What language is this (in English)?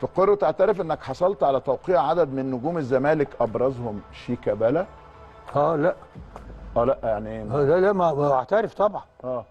Egyptian Arabic